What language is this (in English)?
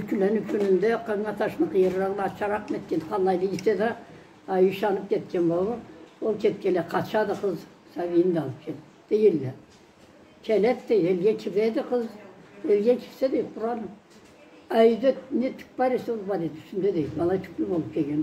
Karachay-Balkar